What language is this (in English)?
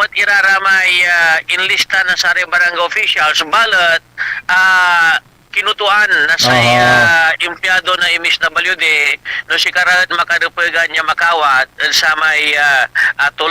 Pangasinan